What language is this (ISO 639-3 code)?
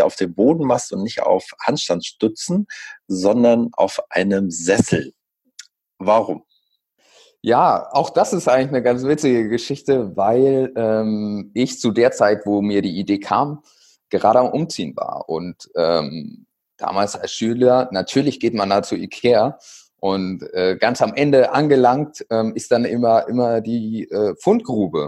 deu